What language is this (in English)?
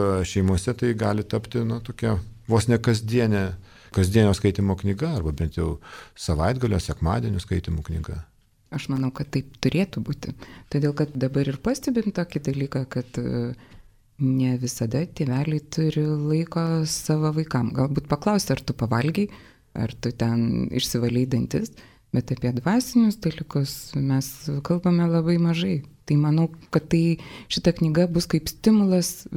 Lithuanian